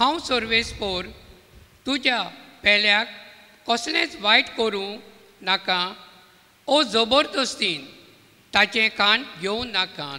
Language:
Konkani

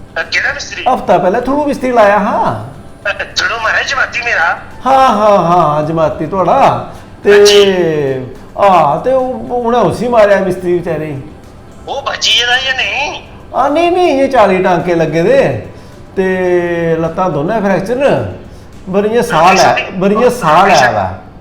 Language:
Dogri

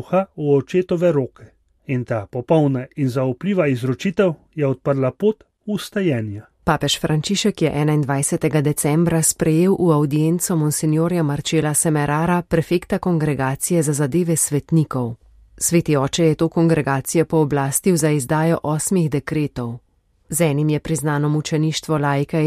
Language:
Slovenian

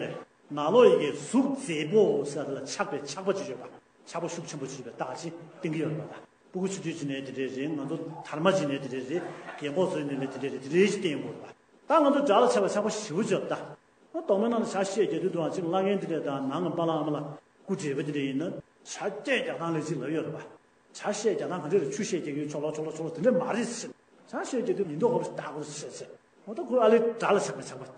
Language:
Tibetan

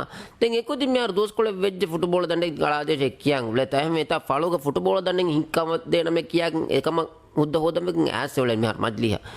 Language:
Divehi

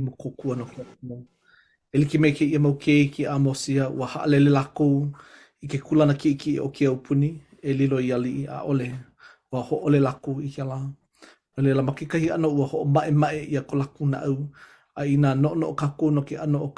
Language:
Hawaiian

